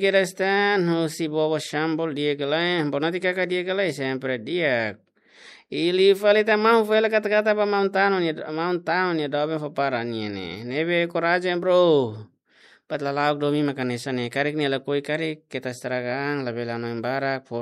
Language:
Tetum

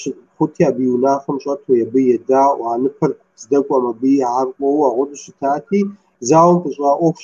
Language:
Kabardian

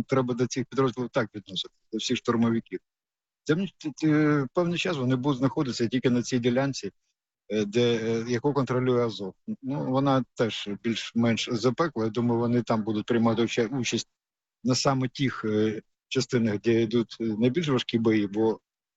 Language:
Ukrainian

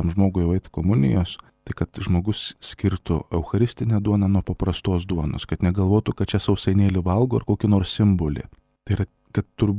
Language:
Lithuanian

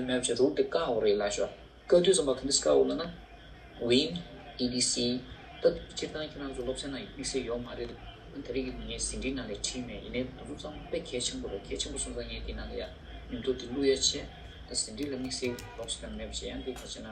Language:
Tibetan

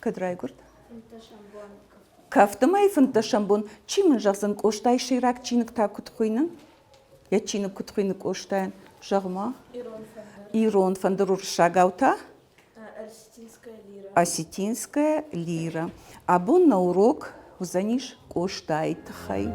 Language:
Ossetic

